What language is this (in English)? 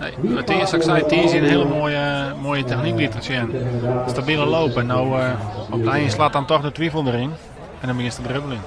Western Frisian